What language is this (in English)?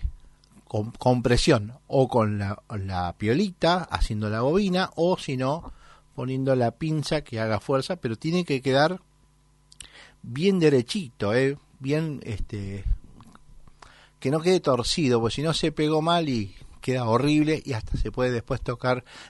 Spanish